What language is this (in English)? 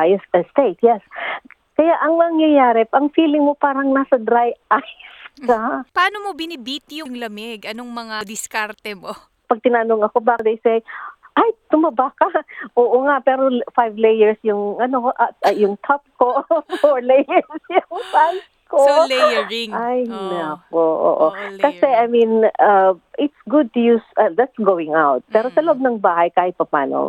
Filipino